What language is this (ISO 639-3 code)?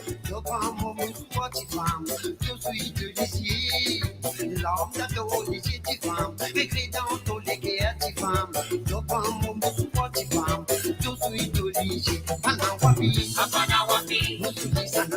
mfe